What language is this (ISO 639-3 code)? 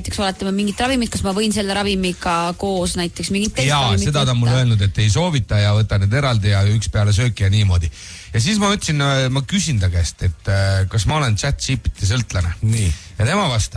est